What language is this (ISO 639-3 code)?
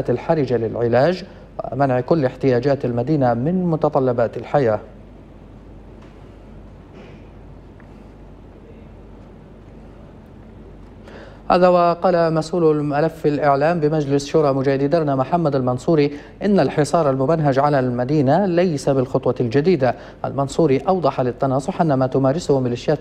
ara